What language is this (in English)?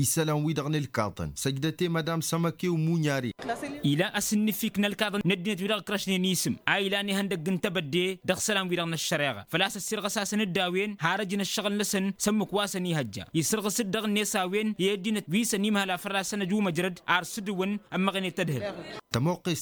Tamasheq